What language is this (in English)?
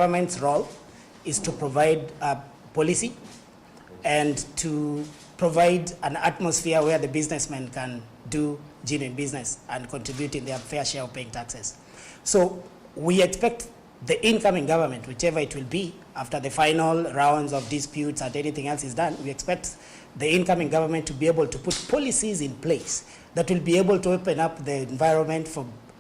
Kamba